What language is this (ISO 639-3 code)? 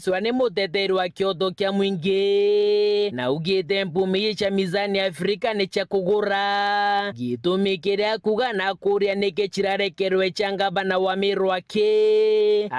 mer